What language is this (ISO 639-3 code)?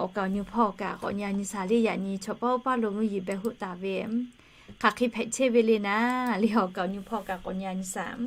lhu